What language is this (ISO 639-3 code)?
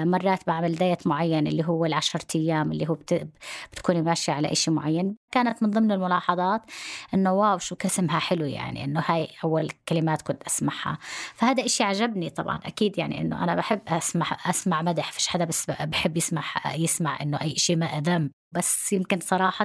apc